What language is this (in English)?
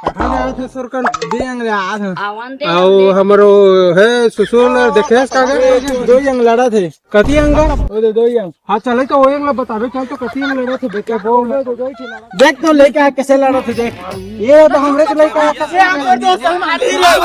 Chhattisgarhi